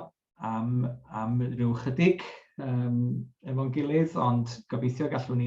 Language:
Welsh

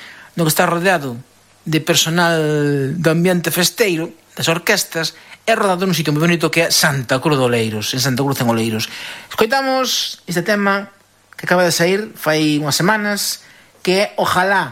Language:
Galician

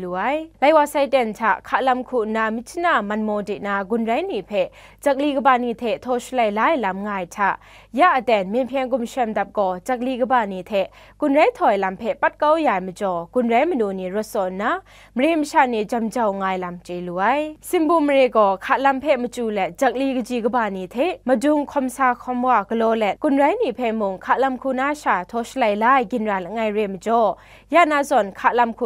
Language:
Kachin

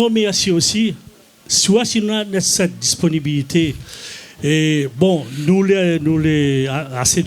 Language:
Réunion Creole French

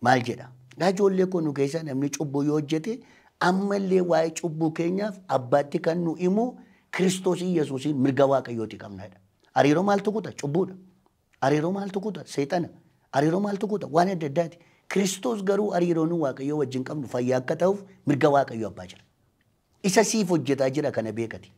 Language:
Oromo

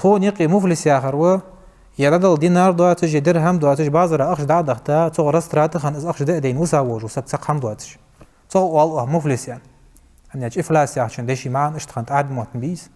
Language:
Ingush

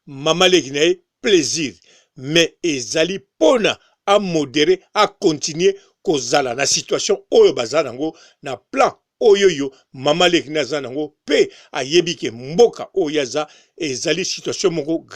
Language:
Lingala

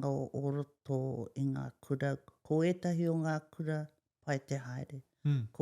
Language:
Māori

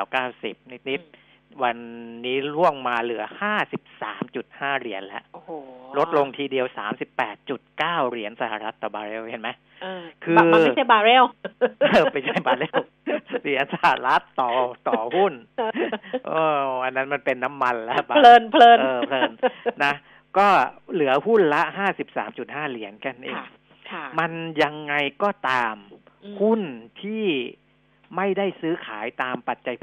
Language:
Thai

